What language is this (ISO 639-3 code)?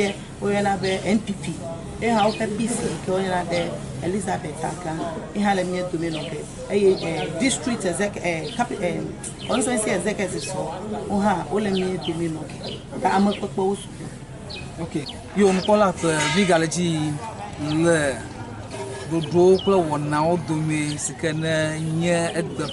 ewe